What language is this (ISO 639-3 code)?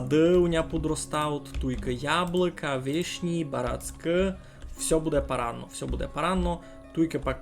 rue